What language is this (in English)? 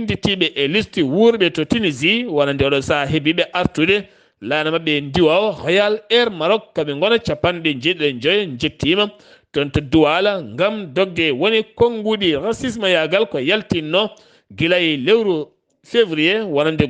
Fula